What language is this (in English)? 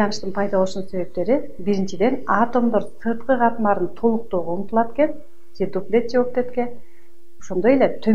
Kyrgyz